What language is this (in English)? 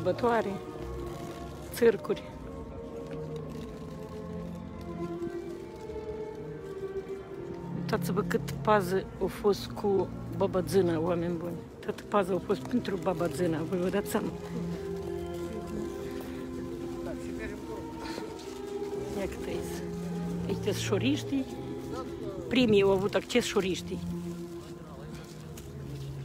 Romanian